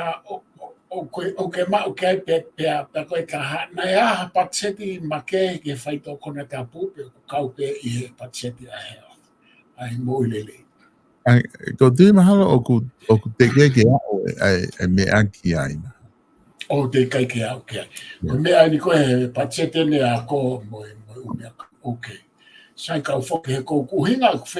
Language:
Tongan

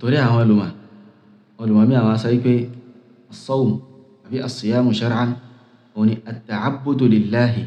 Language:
Yoruba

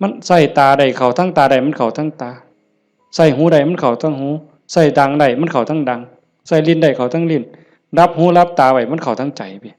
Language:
Northeastern Thai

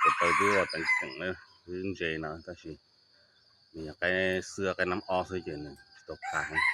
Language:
Hmong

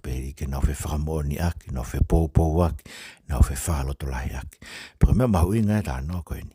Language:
Tongan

